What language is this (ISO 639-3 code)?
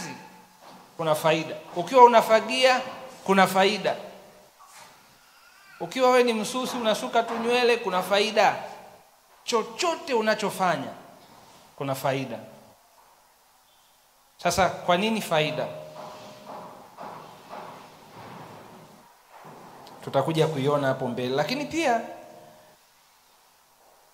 swa